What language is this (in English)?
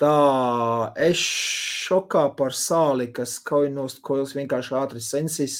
Latvian